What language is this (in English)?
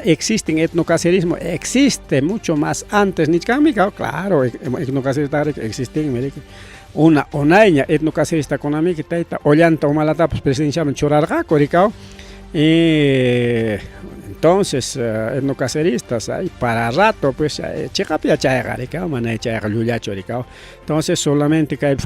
Ayacucho Quechua